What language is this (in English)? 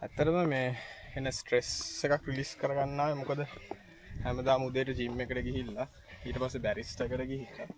Sinhala